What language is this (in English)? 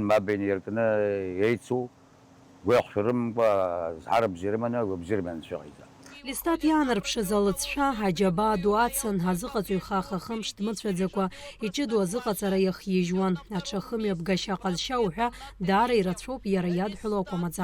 Abkhazian